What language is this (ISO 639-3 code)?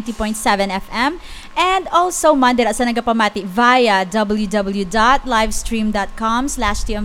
hil